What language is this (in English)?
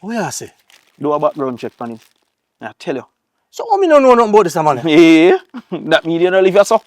Jamaican Creole English